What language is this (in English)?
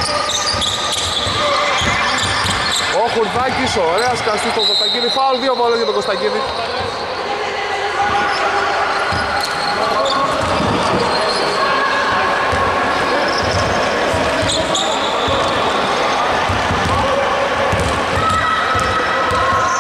Greek